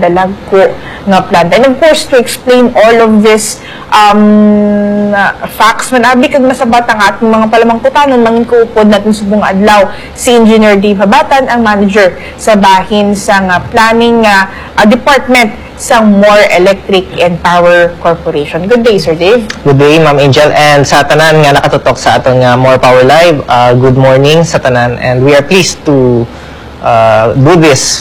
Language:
Hiligaynon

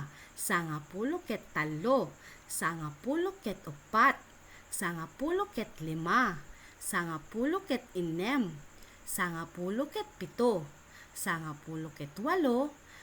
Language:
Iloko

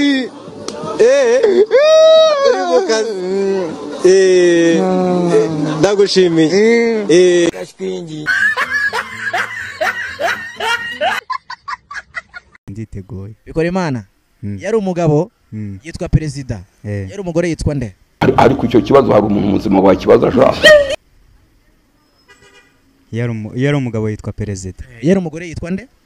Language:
Kinyarwanda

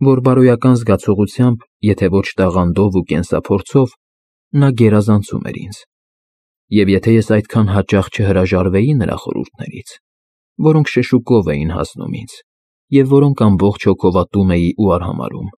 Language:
Armenian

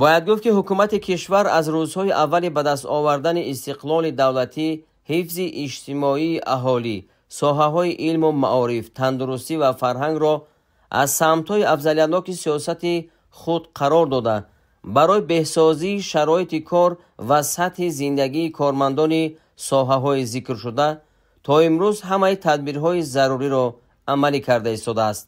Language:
Tajik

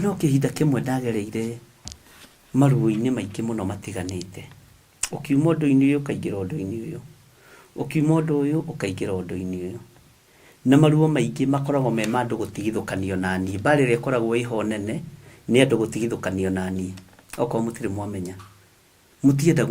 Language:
Kikuyu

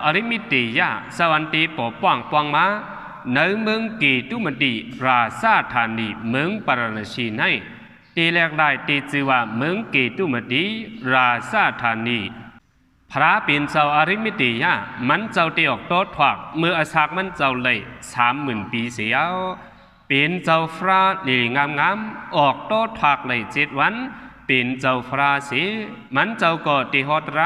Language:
Shan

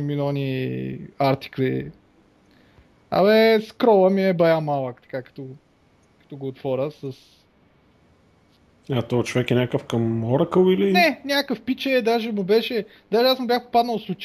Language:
Bulgarian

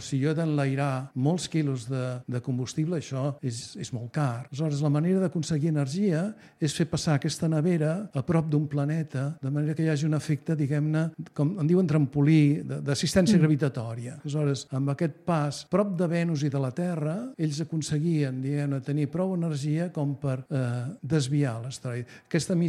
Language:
Catalan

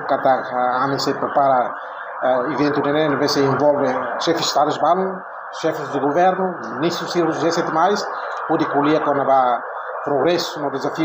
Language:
Tetum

